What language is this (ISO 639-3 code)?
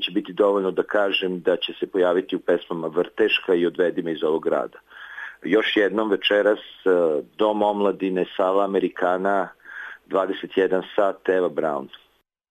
srp